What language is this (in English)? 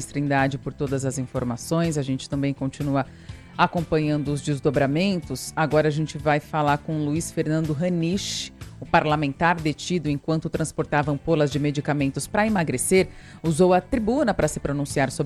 Portuguese